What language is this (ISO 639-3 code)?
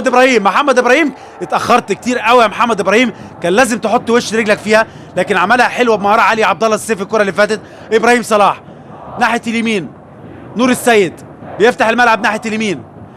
arz